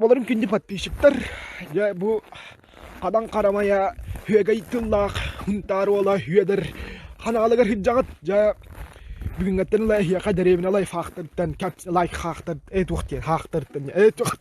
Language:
Yakut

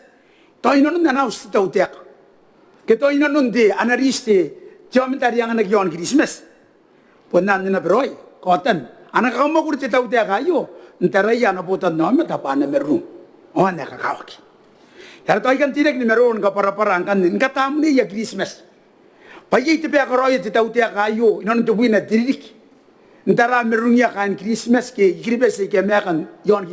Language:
Gilbertese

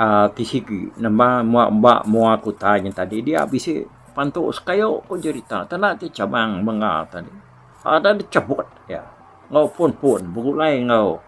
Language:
Iban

